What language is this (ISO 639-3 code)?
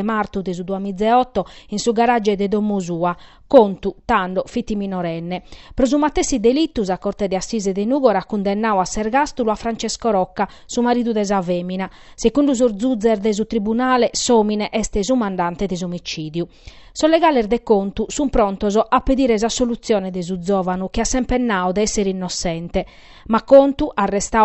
srd